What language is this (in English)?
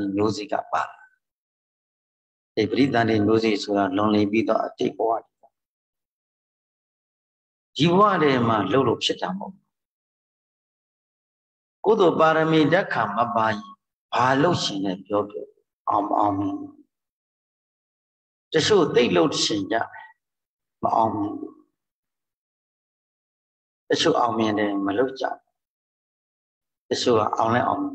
Burmese